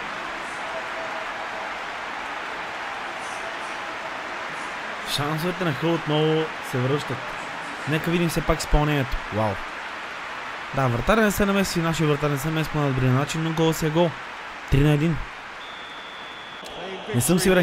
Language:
Bulgarian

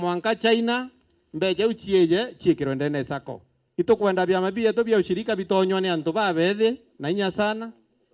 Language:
Meru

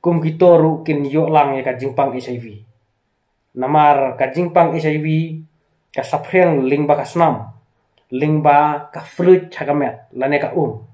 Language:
Khasi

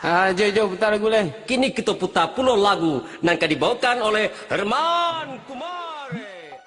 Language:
Minangkabau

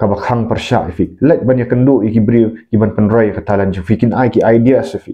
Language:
Khasi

